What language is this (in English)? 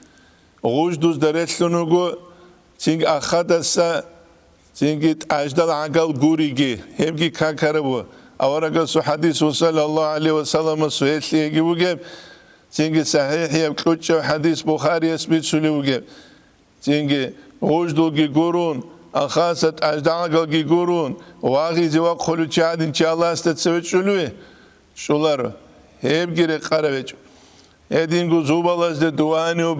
Avaric